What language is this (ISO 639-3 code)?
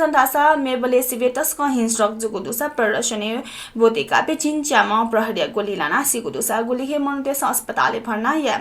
new